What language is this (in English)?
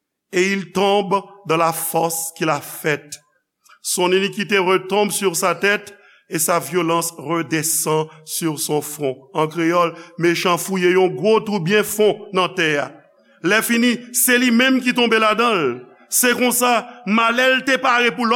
Haitian Creole